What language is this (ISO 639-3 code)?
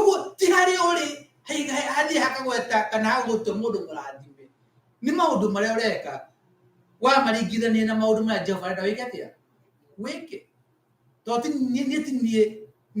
kik